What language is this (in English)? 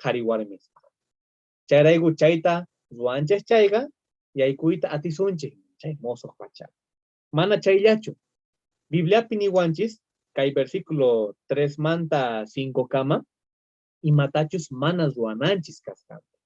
South Bolivian Quechua